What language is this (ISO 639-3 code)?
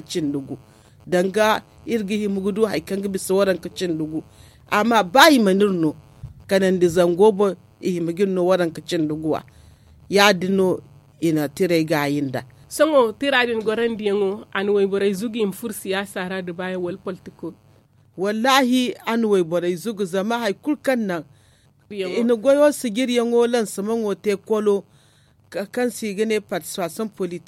dje